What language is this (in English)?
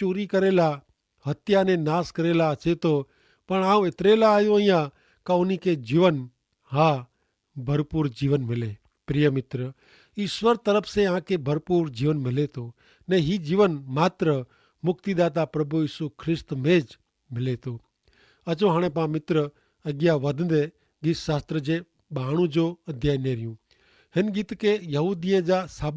Kachhi